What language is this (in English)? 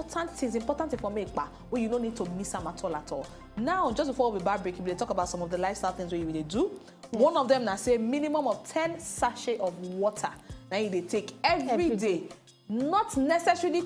Nigerian Pidgin